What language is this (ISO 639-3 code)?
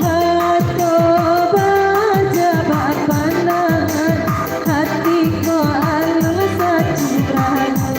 min